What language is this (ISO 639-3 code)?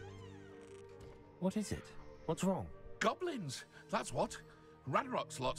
eng